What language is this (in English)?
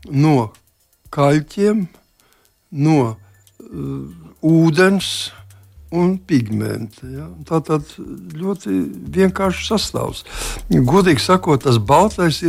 Latvian